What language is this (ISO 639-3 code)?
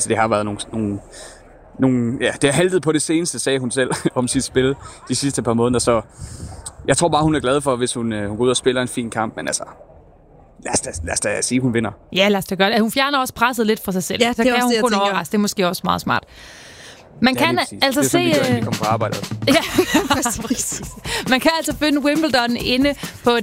dan